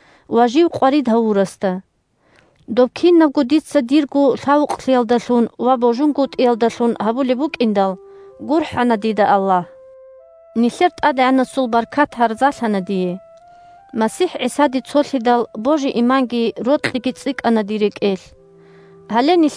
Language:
Avaric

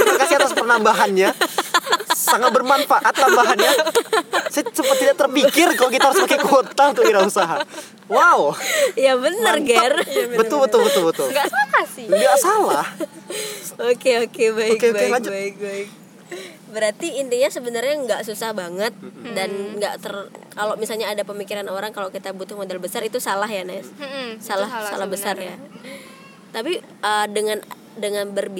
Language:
Indonesian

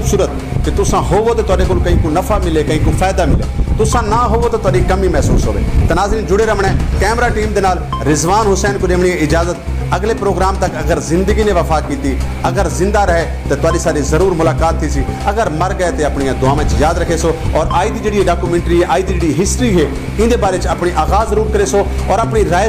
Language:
Saraiki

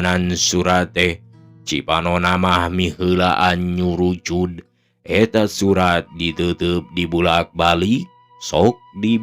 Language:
Sundanese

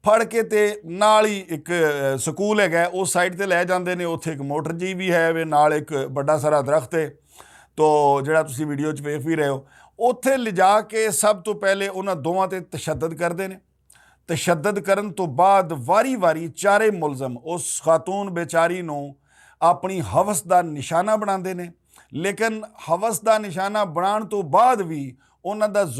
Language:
Western Panjabi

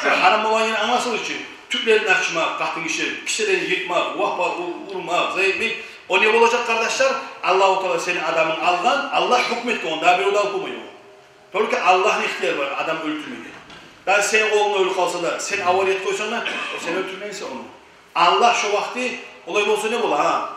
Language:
Kumyk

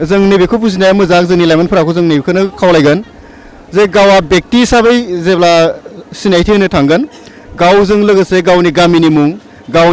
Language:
Bodo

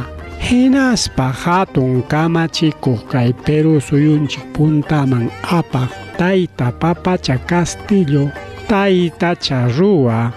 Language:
Ayacucho Quechua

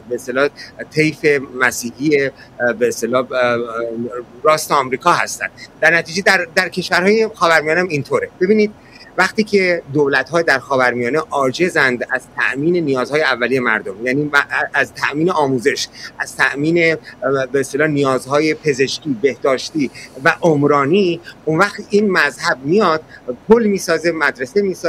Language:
Persian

